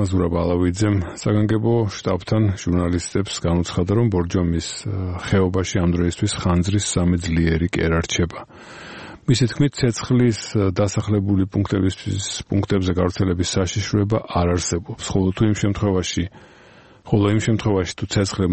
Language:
Georgian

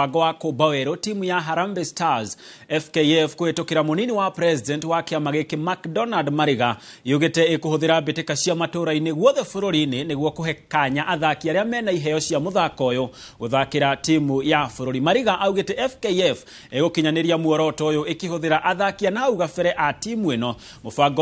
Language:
Kikuyu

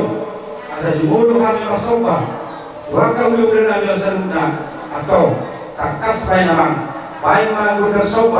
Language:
Batak Toba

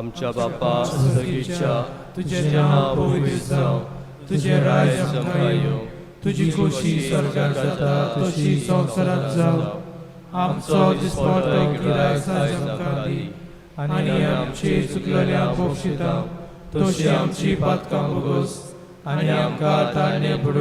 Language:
Konkani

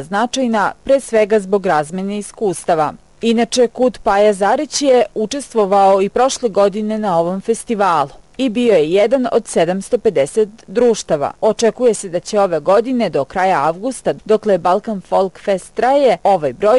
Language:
Serbian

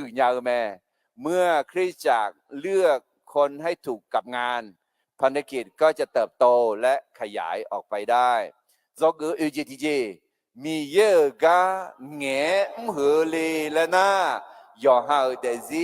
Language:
Akha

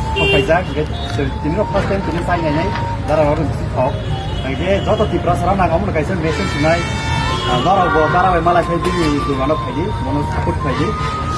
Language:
Kok Borok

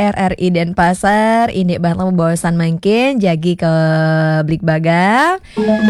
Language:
Balinese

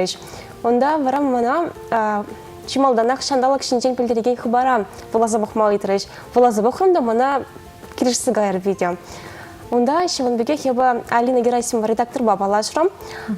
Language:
Chuvash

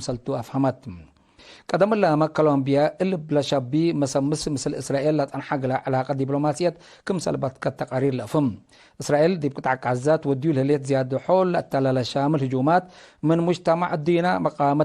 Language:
Tigre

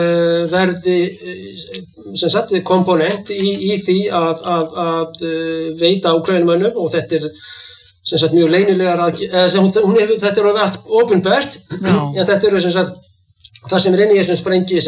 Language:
Icelandic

